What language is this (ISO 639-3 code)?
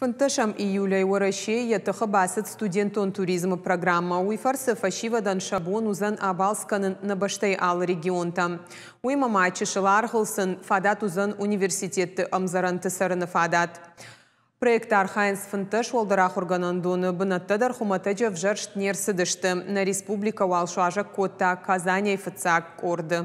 oss